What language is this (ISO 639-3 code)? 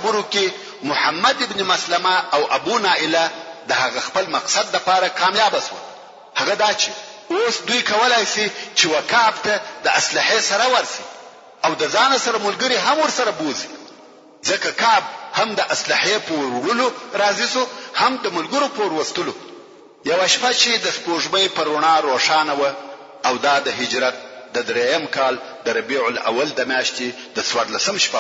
pus